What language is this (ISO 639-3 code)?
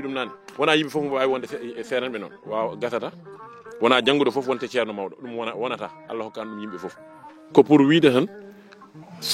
ful